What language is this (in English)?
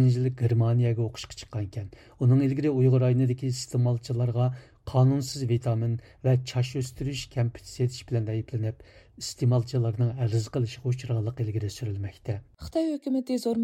Uyghur